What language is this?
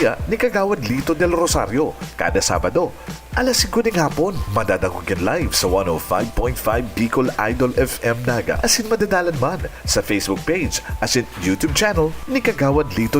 Bikol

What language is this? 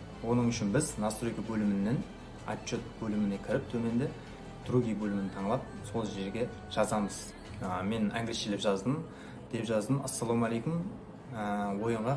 Kara-Kalpak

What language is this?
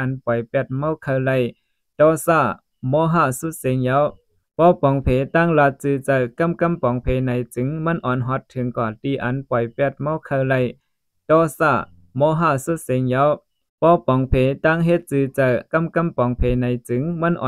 Shan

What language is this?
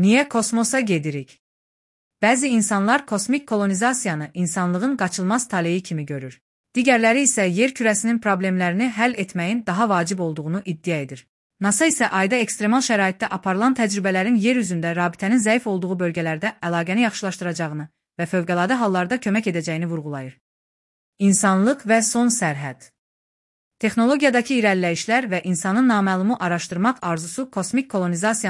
Azerbaijani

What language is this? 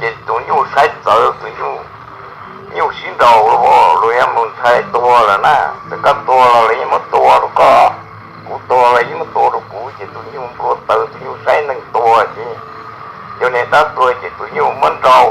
Hmong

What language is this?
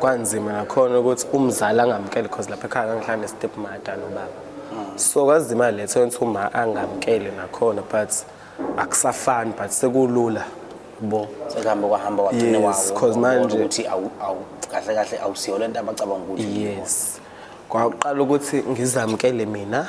Zulu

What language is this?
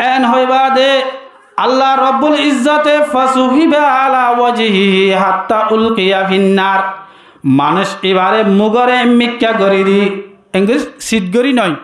Rohingya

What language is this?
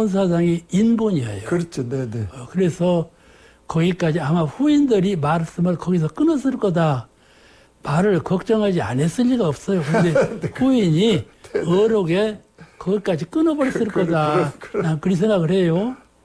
Korean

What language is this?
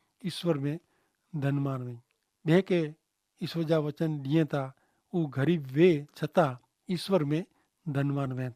Kachhi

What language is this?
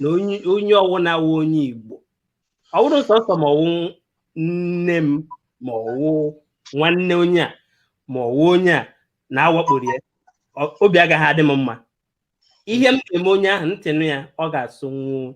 Igbo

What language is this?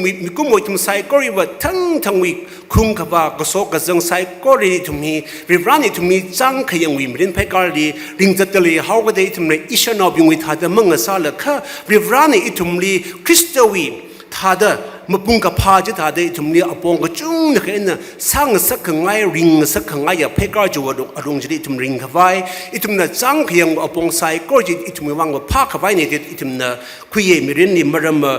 Tangkhul Naga (India)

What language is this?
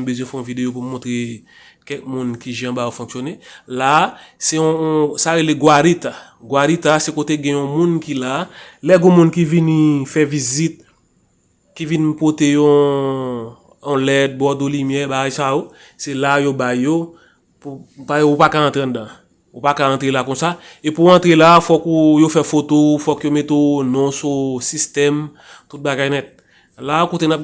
Haitian Creole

